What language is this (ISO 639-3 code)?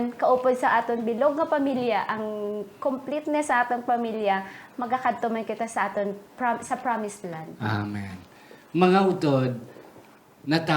hil